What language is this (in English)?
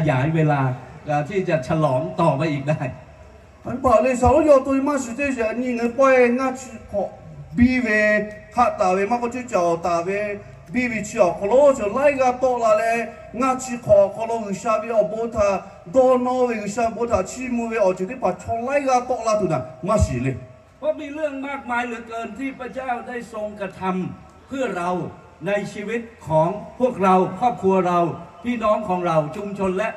Lahu